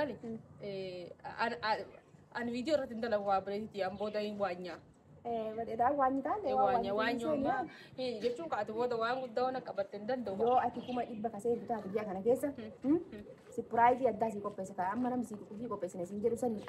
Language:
Oromo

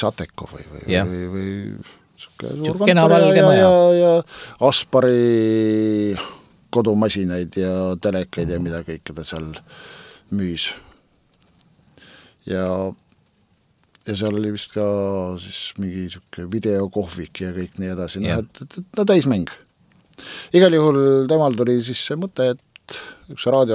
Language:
Estonian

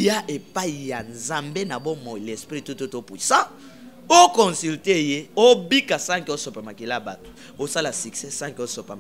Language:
Lingala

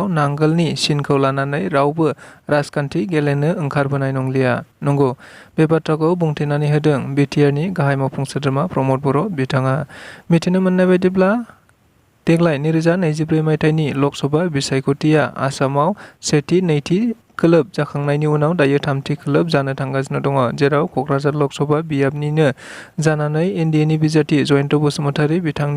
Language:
Bodo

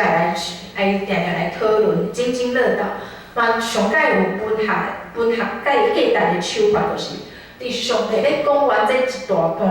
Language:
Min Nan Chinese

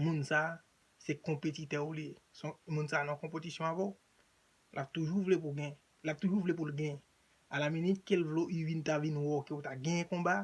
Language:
Haitian Creole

